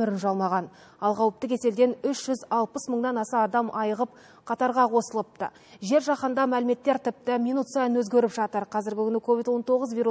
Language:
Kazakh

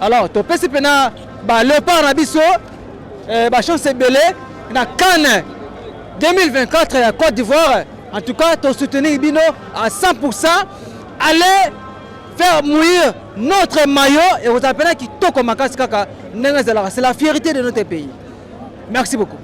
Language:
Lingala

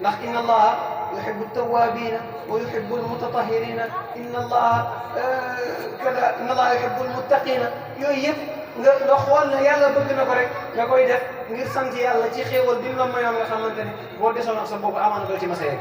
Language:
Wolof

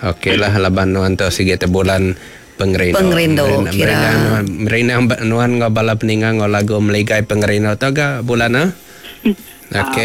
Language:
Iban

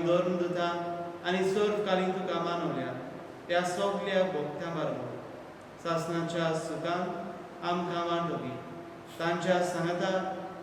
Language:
Konkani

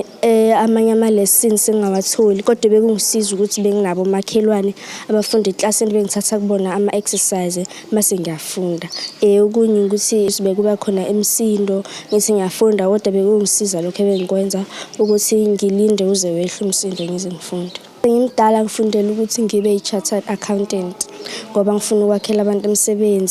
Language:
Zulu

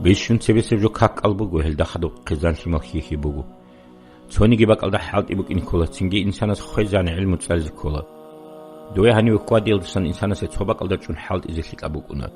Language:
Avaric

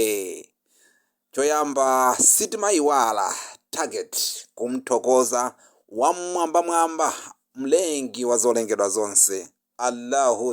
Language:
Nyanja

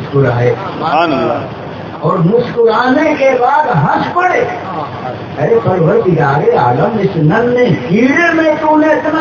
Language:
Urdu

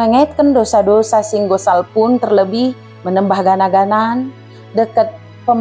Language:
Batak Dairi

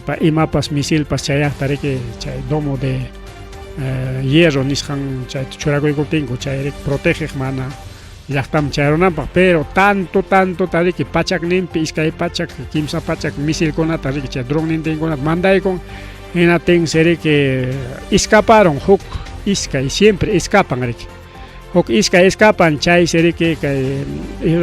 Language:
Ayacucho Quechua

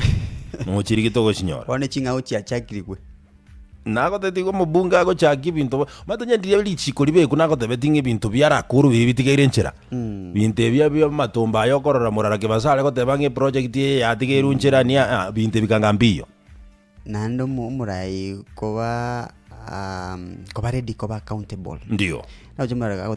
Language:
Gusii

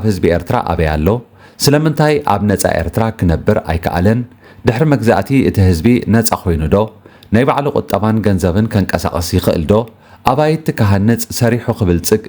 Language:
Tigrinya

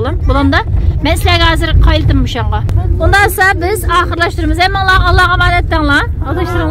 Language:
Uyghur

